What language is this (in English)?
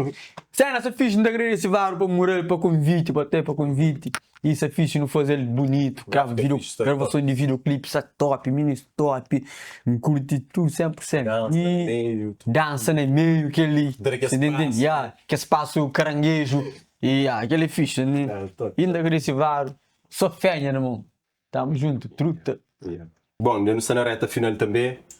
Kabuverdianu